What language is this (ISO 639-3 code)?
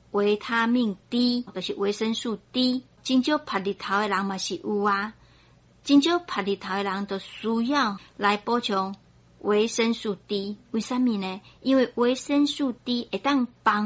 nan